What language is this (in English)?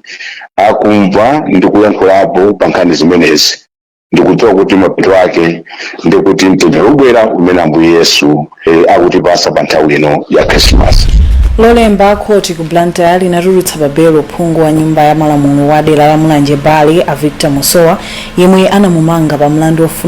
Nyanja